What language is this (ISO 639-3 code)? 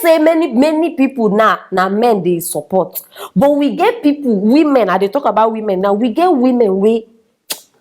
pcm